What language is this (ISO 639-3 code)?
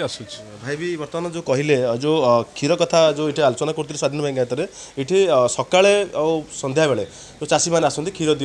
ori